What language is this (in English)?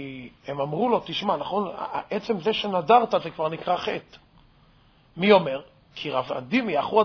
Hebrew